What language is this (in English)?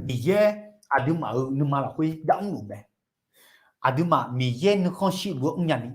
Akha